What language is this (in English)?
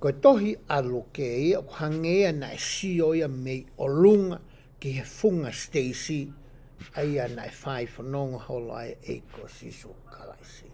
Tongan